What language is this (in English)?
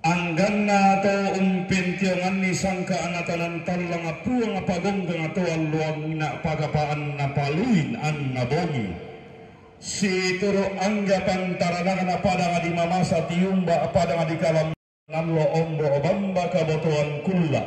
Toraja-Sa'dan